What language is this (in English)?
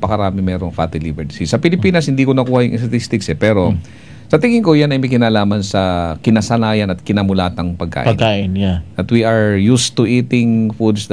Filipino